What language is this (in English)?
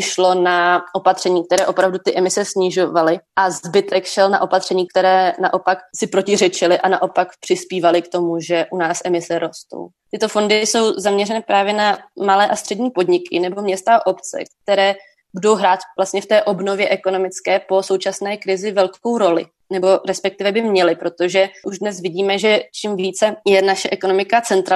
Czech